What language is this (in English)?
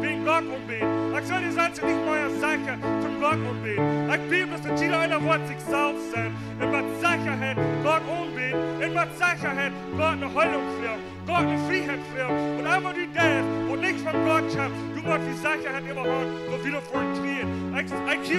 Plautdietsch